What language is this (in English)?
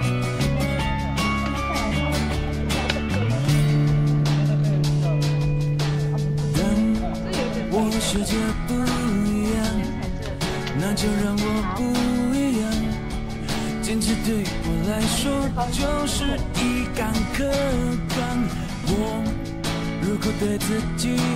Chinese